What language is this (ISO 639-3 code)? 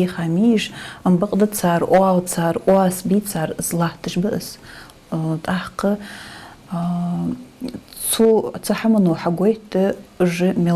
inh